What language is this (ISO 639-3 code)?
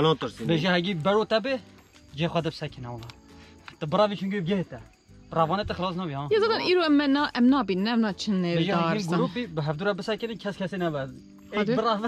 kur